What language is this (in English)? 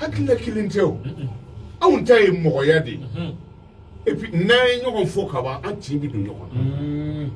Bambara